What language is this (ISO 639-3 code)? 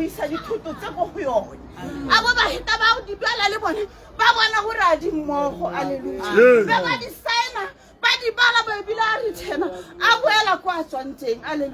tsn